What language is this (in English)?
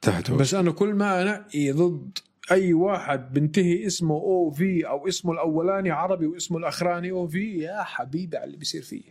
North Levantine Arabic